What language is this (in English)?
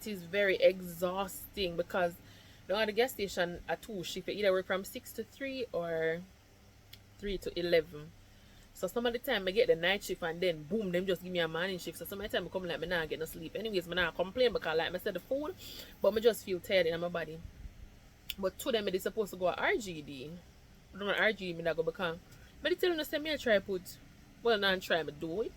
Jamaican Creole English